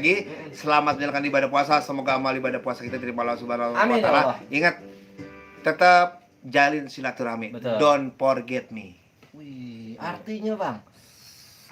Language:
Betawi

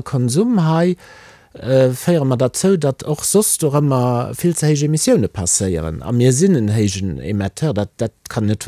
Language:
Luxembourgish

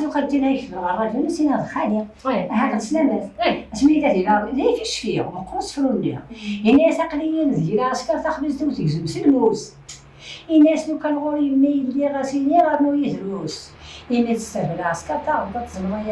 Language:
Kabyle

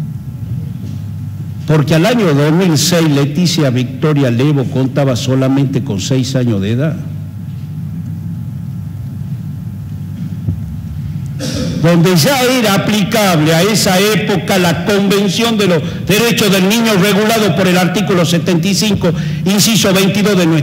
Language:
Spanish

